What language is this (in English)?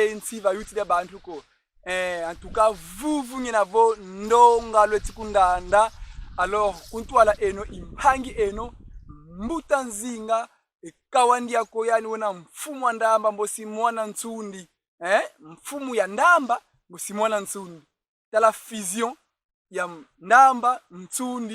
Kongo